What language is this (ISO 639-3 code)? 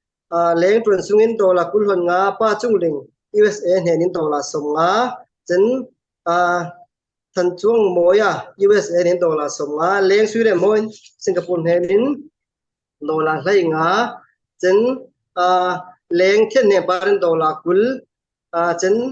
cfm